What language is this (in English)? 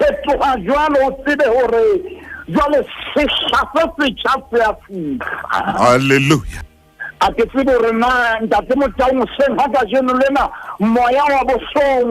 Southern Sotho